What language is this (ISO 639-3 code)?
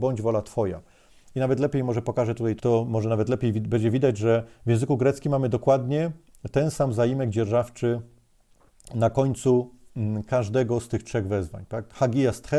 pol